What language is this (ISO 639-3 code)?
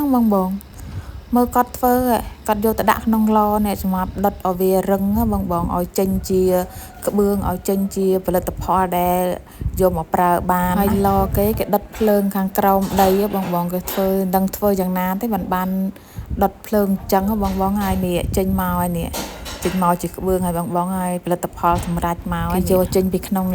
khm